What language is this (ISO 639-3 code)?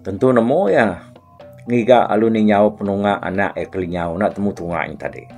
iba